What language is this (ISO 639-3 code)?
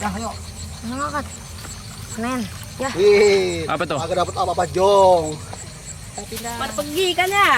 bew